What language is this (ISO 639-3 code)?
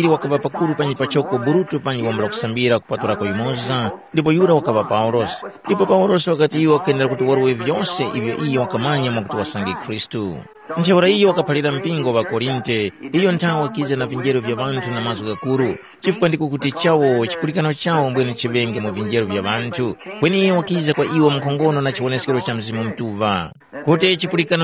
tum